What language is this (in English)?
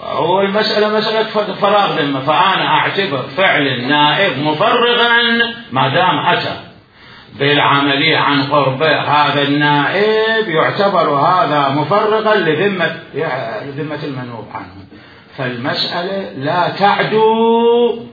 Mesopotamian Arabic